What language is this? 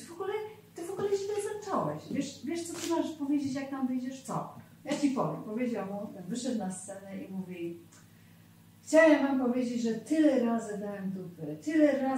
Polish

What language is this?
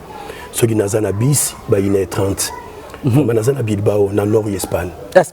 Lingala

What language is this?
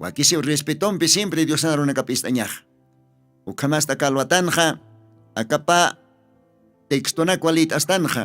Aymara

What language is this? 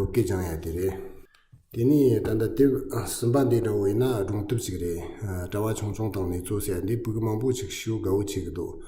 Tibetan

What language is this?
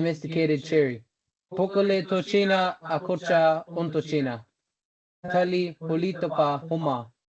Choctaw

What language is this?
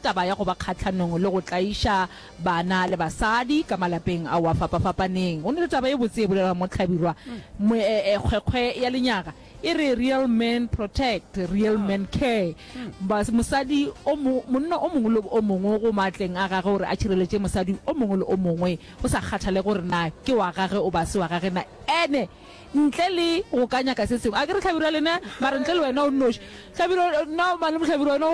Northern Sotho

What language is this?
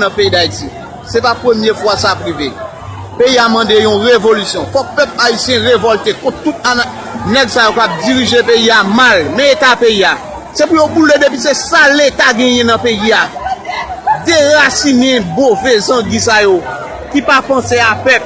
Haitian Creole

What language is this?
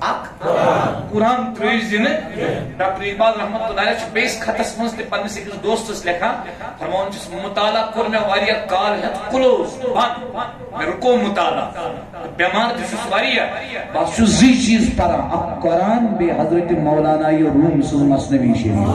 Kashmiri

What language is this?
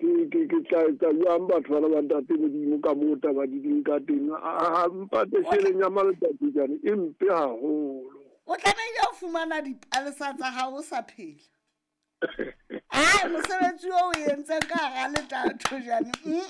Southern Sotho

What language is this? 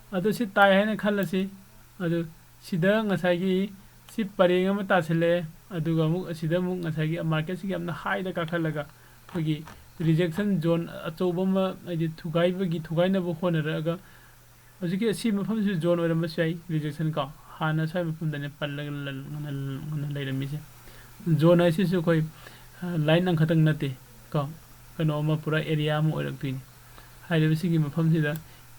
Manipuri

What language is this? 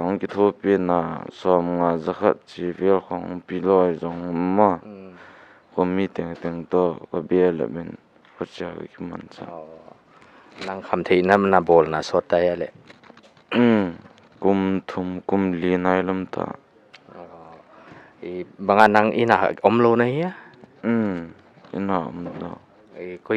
Paite Chin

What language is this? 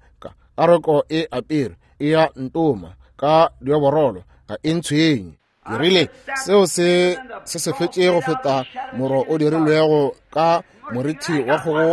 Northern Sotho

